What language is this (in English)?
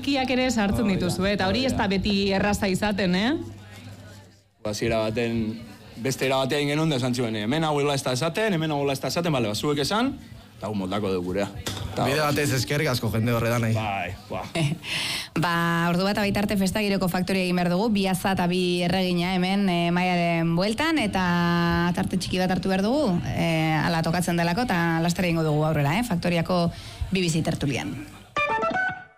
Basque